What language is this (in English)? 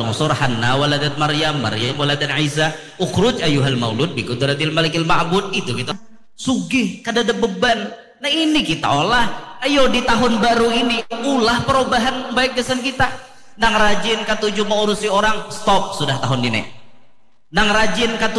Banjar